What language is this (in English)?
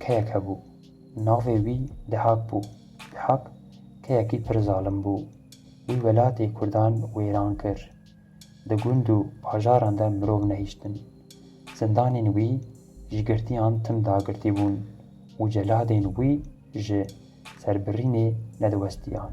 Kurdish